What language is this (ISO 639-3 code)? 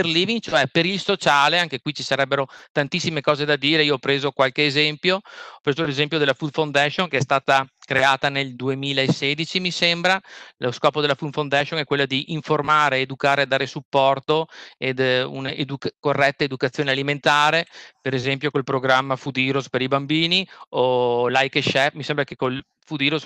ita